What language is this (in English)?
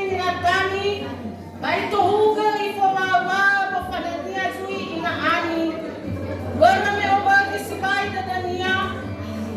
Nias